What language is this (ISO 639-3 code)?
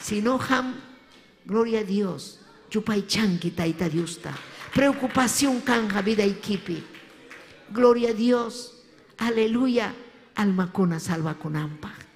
quy